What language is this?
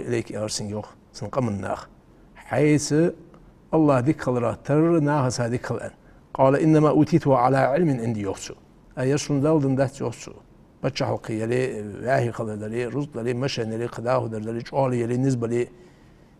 Ingush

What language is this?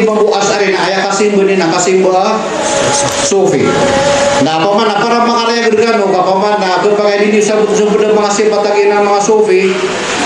Maranao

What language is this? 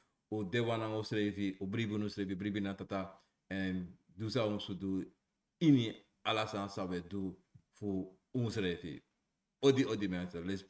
Sranan Tongo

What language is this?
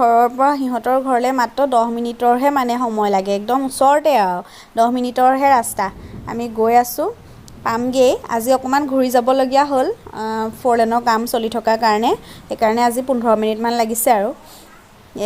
Assamese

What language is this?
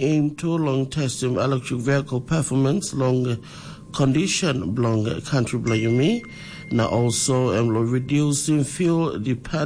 Tok Pisin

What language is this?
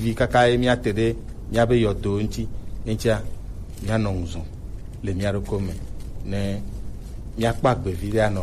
Gen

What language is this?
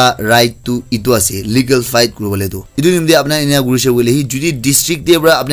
Naga Pidgin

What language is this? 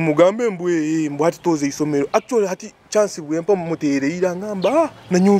Nyoro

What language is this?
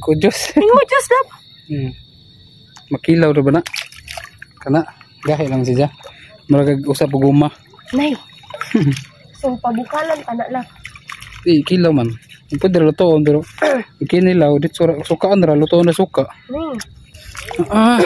Cebuano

